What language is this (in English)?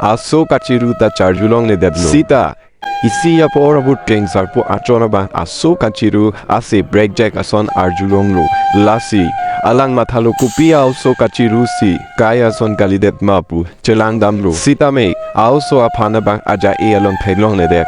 Karbi